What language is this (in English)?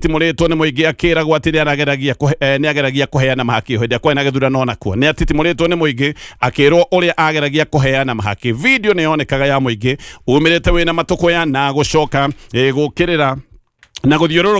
Kikuyu